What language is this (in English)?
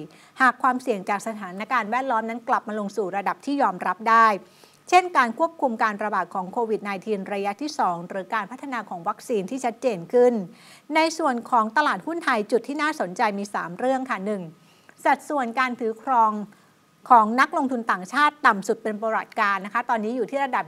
Thai